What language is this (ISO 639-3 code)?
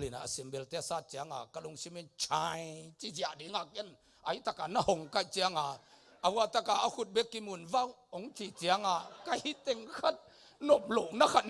ctd